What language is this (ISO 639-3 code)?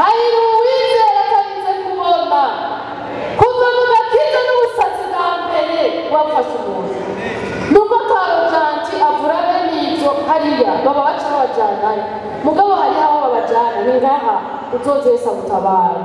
run